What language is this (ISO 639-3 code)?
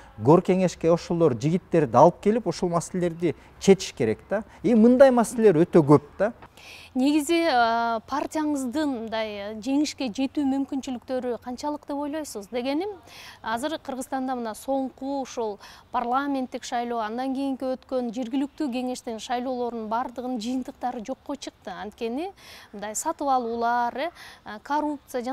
kir